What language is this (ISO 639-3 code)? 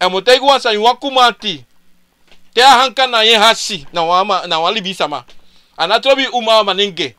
srn